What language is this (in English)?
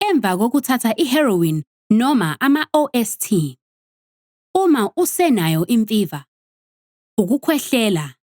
Zulu